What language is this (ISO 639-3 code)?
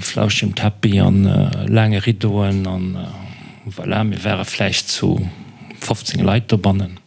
ltz